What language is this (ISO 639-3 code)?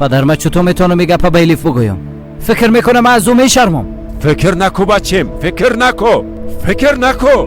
fas